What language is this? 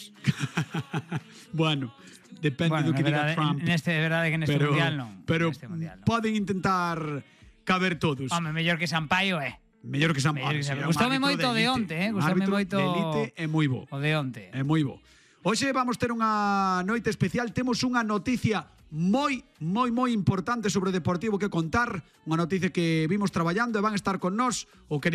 Galician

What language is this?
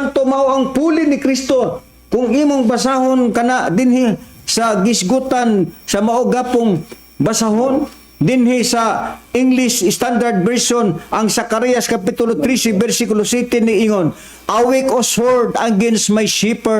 Cebuano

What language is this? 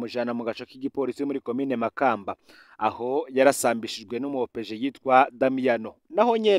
Rundi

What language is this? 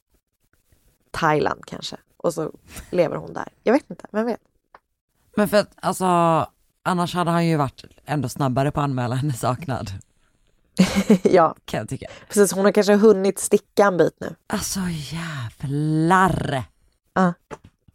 Swedish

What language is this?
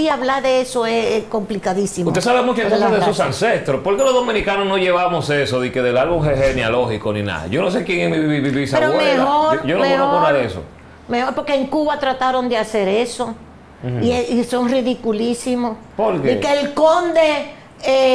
Spanish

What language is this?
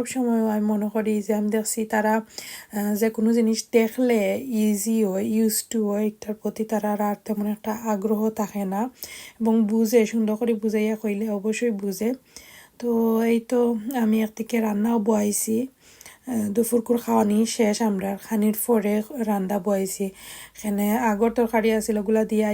Sylheti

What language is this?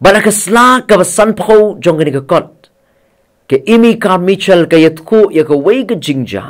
Khasi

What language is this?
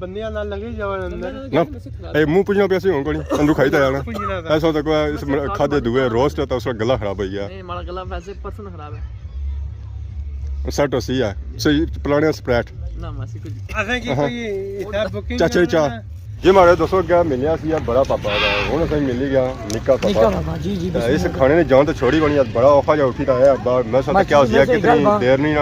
Pahari-Potwari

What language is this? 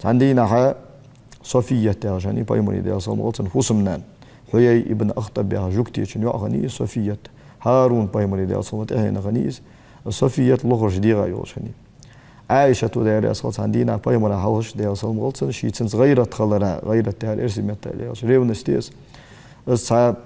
Ingush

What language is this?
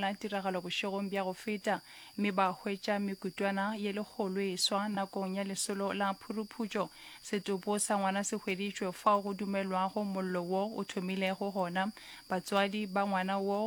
Northern Sotho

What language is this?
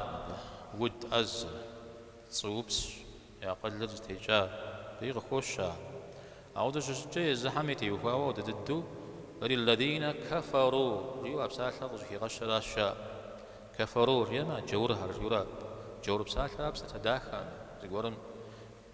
Kabardian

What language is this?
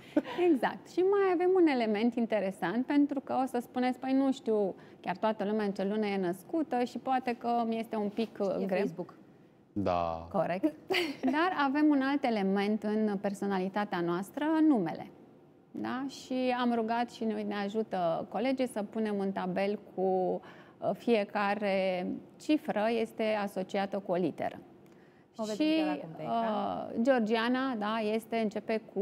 Romanian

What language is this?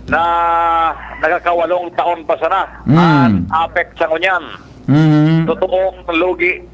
Bikol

